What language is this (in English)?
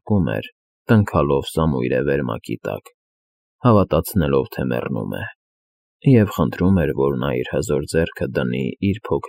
Armenian